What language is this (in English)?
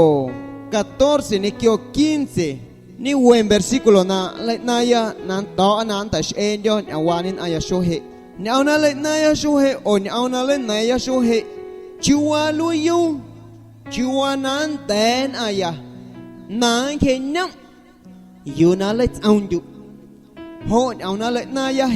Guerrero Amuzgo